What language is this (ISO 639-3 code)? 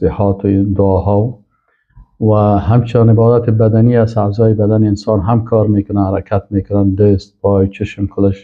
fas